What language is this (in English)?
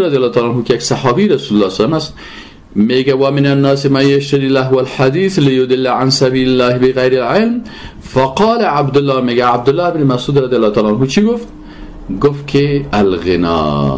Persian